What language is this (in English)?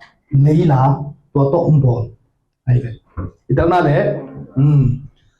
Tedim Chin